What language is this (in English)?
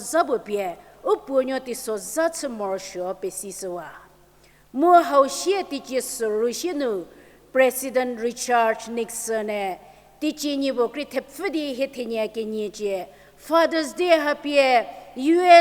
Angami Naga